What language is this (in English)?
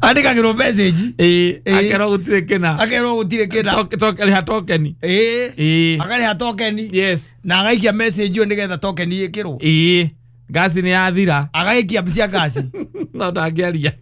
Kikuyu